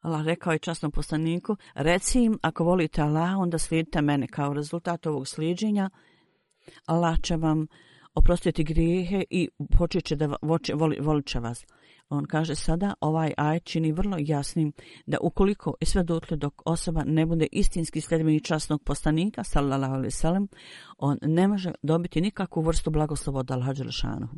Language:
Bosnian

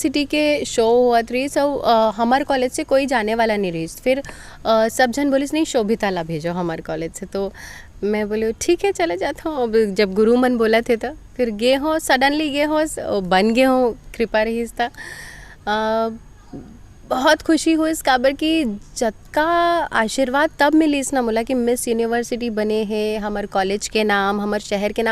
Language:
Chhattisgarhi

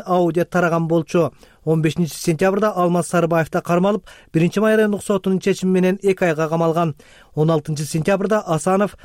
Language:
Kyrgyz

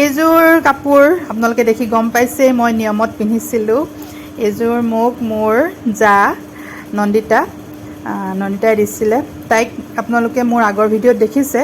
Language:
Assamese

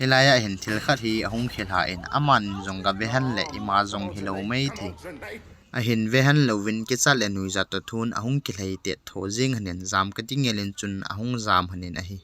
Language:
Thado Chin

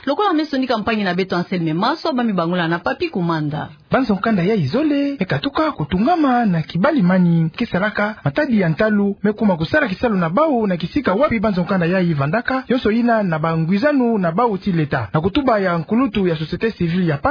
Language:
Kituba (Democratic Republic of Congo)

